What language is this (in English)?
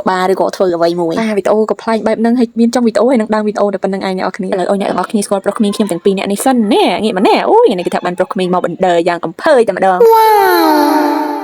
Khmer